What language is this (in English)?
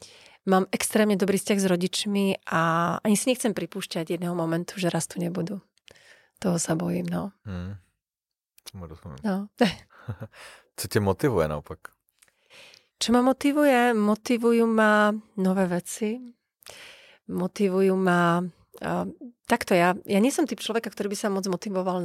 Slovak